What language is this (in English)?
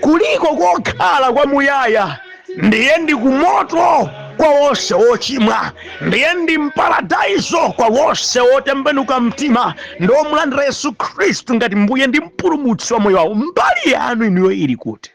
Nyanja